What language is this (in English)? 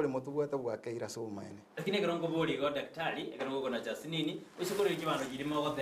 Gusii